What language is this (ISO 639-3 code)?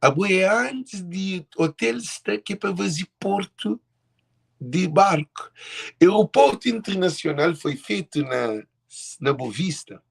kea